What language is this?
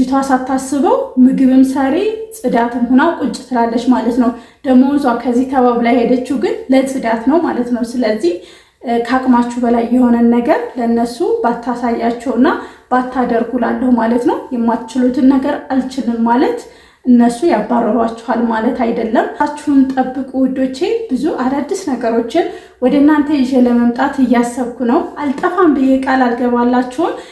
Amharic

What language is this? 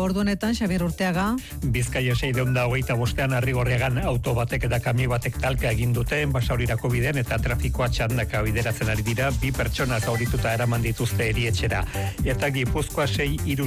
Basque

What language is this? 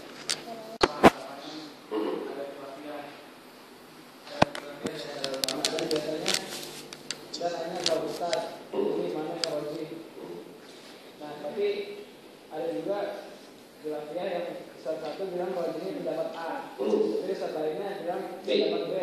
Indonesian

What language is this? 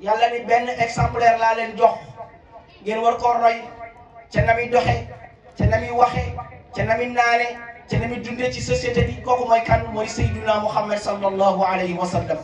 Wolof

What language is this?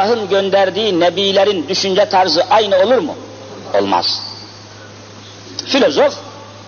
Turkish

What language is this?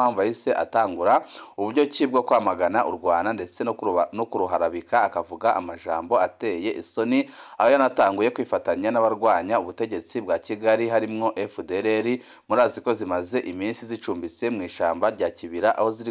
Rundi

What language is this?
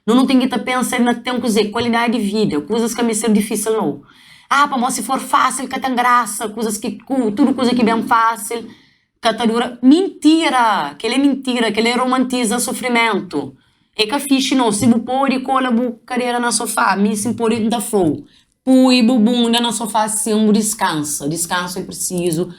Kabuverdianu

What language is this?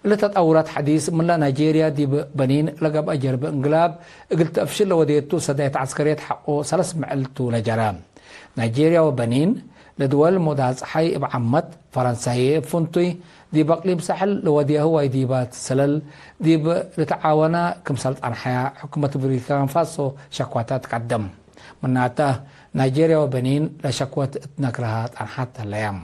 Tigre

